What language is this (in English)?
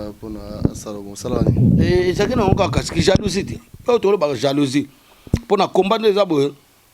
Lingala